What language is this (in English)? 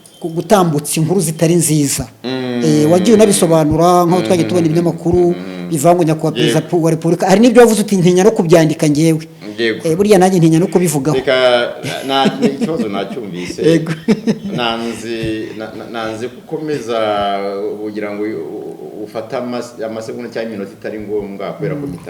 Kinyarwanda